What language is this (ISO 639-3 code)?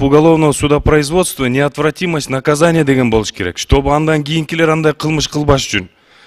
kir